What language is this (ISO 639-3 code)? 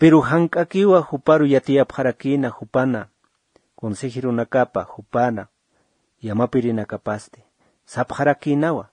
aym